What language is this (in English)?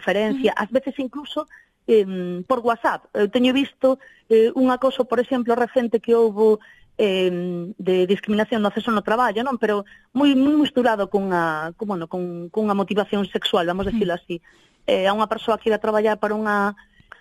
Galician